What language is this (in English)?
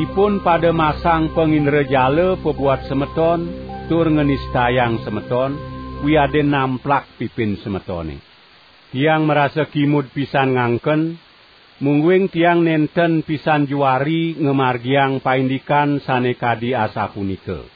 Balinese